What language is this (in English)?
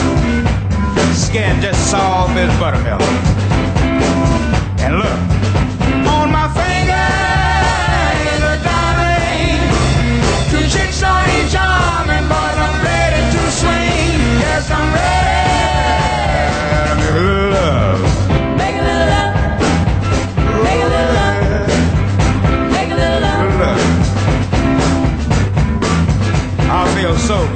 English